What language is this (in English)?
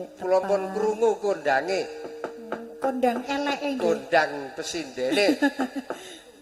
Javanese